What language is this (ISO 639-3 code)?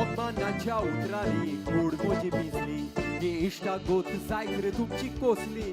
kok